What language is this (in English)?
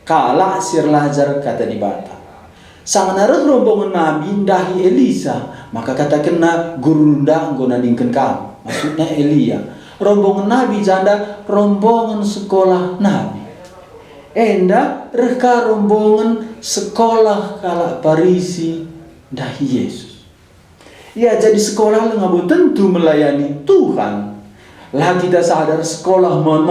Batak Karo